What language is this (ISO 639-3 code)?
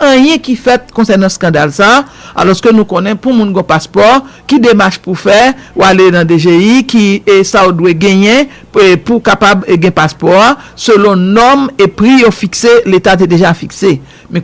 hat